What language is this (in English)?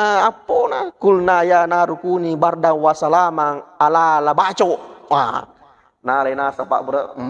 Buginese